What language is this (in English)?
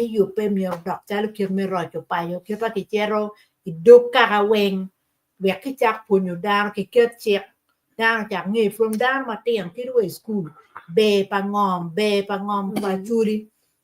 Acoli